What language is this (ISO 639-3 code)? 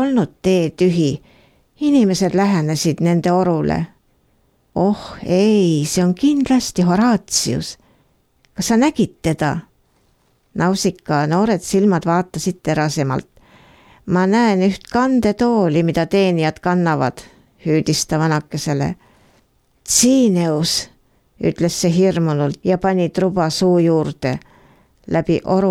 est